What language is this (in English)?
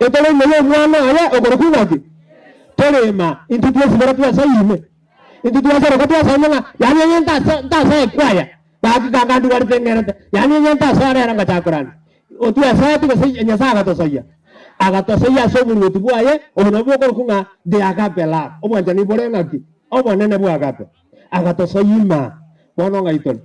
Gusii